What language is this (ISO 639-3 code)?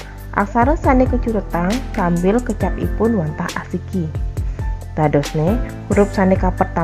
ban